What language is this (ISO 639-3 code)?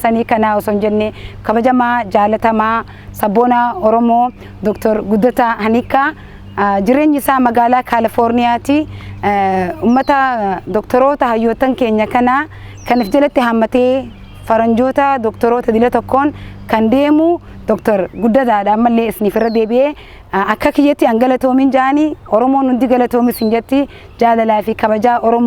orm